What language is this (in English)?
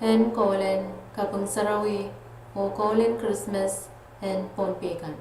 Pohnpeian